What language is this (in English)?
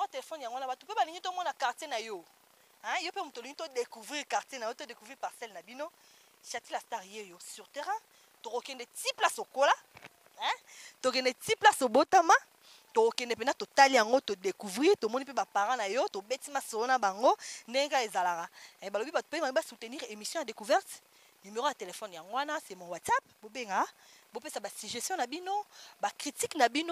Lingala